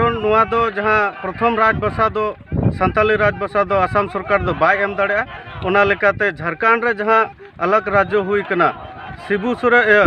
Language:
Santali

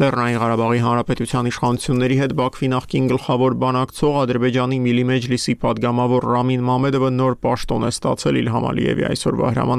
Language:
Armenian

